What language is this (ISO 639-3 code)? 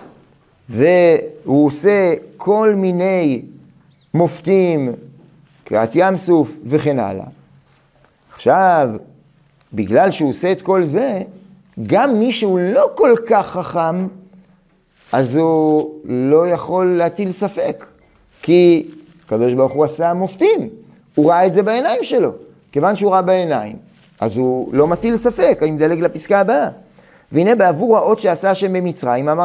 heb